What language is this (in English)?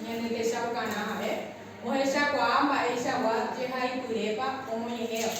Guarani